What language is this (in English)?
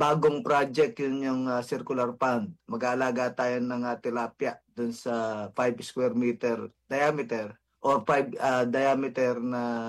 Filipino